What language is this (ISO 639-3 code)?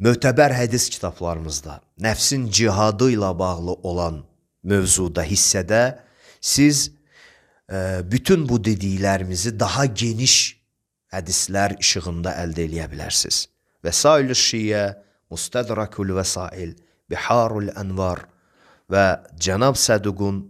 aze